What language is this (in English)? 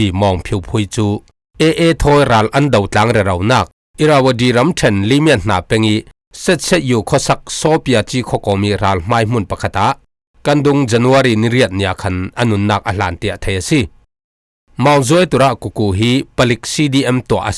Falam Chin